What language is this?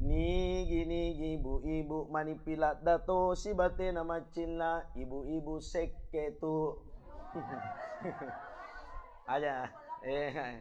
Buginese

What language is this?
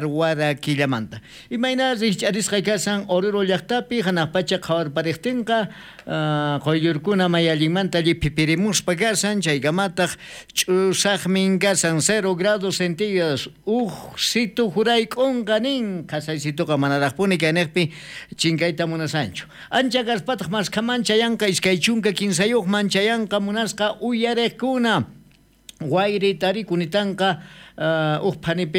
South Bolivian Quechua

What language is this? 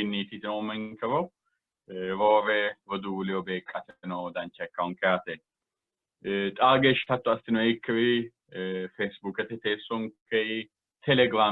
Sidamo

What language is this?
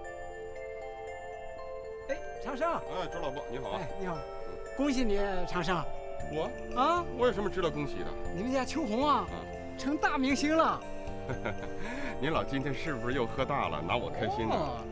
Chinese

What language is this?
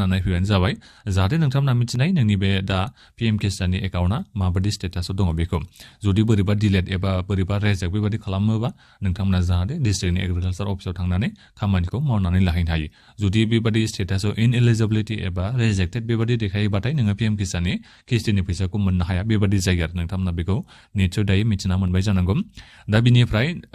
Bodo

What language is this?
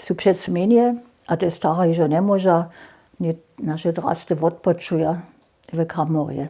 Upper Sorbian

